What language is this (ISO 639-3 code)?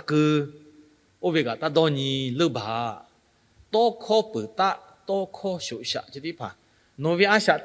lhu